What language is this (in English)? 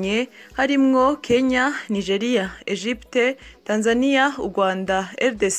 Rundi